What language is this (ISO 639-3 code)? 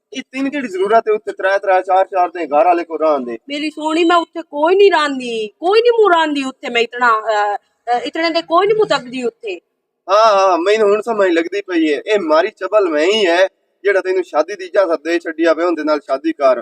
lah